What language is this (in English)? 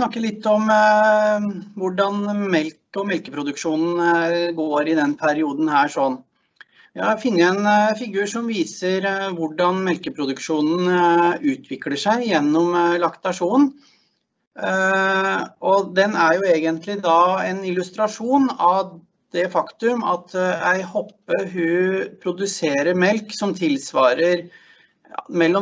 Norwegian